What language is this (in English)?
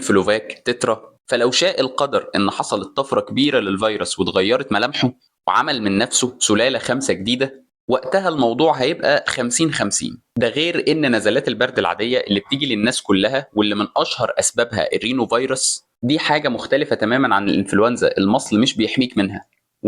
Egyptian Arabic